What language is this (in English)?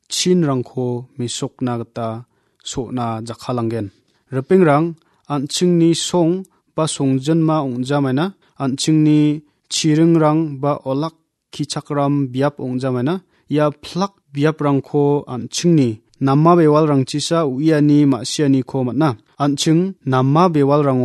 Garo